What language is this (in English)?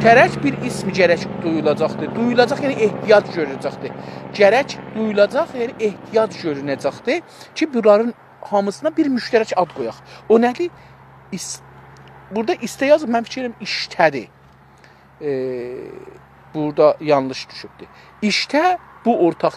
South Azerbaijani